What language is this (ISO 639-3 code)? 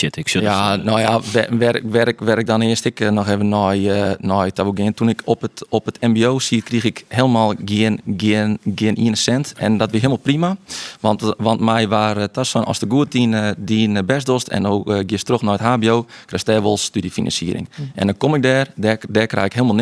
fry